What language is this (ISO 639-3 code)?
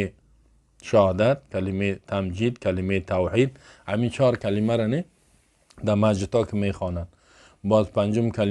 fas